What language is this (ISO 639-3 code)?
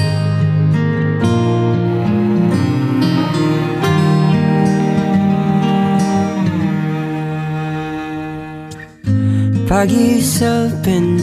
ind